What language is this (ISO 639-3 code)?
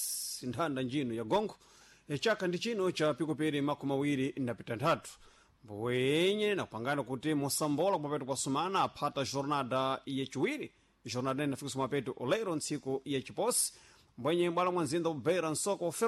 seh